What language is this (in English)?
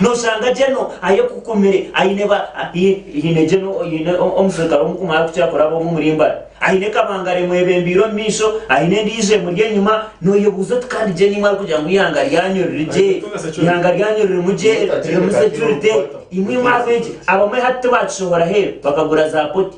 Nyankole